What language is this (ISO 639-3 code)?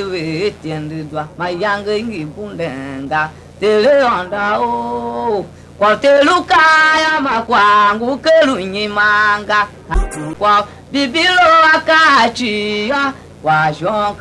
tiv